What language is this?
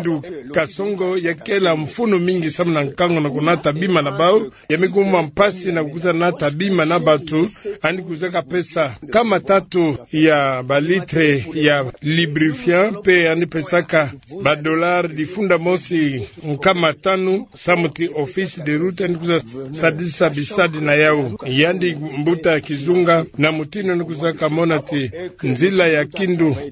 Kituba (Democratic Republic of Congo)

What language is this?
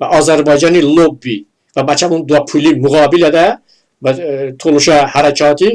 Talysh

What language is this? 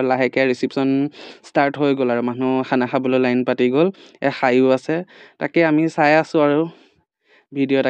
Assamese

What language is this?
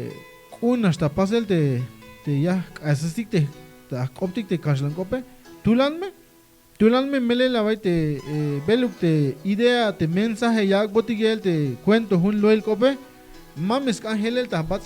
Tzeltal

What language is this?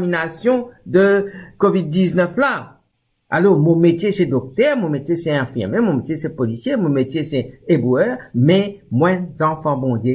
Morisyen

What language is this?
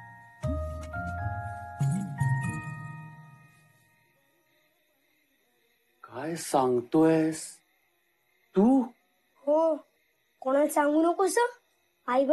Marathi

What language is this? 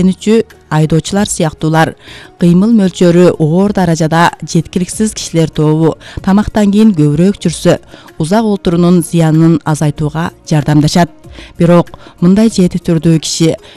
Kyrgyz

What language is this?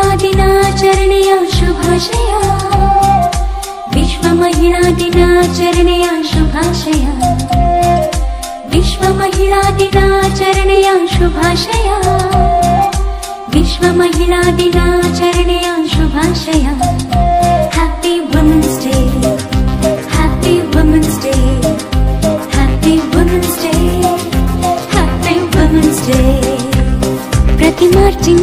Kannada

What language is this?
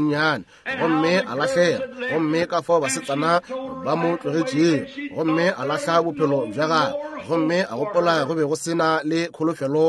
Northern Sotho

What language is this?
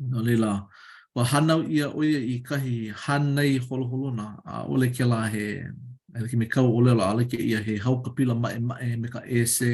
Hawaiian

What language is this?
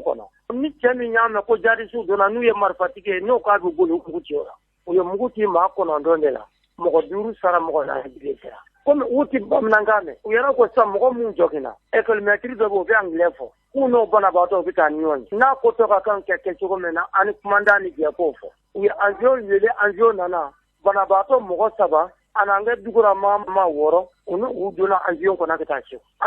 Bambara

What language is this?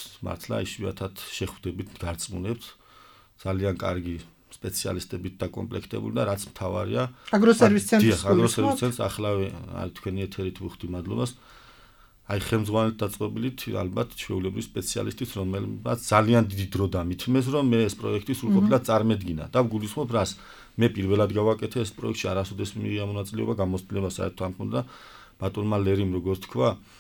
Georgian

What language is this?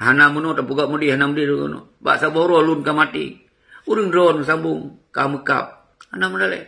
Achinese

